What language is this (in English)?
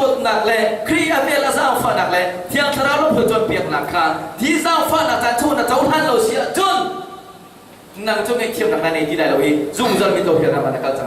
Hakha Chin